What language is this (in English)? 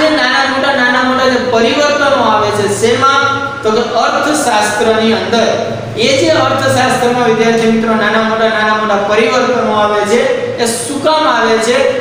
Gujarati